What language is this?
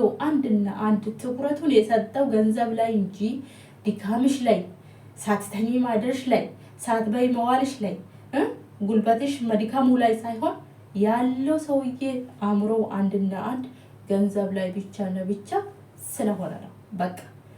Amharic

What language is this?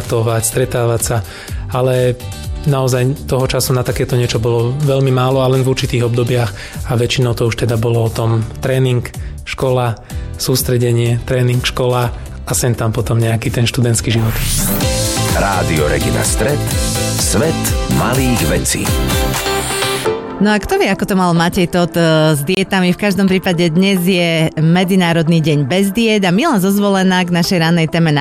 Slovak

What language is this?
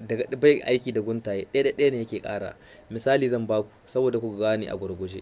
Hausa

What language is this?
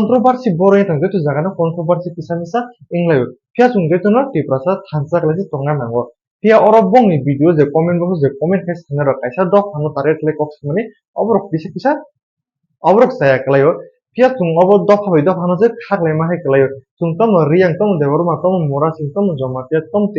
Kok Borok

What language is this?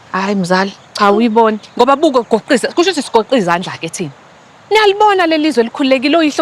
Zulu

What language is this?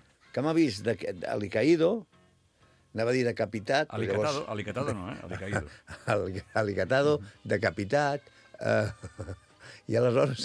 Catalan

